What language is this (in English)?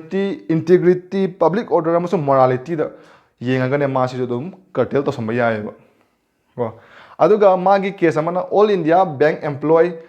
Manipuri